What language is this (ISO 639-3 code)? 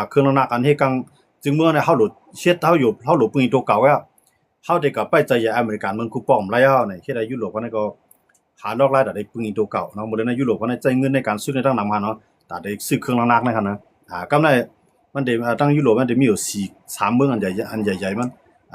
shn